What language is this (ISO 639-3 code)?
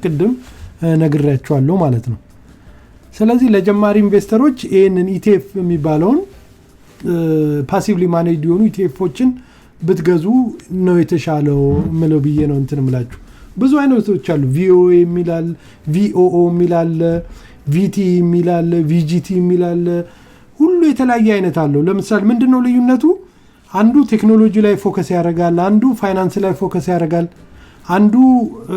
amh